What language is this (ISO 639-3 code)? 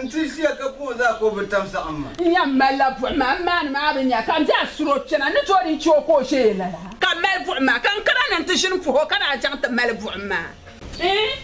dag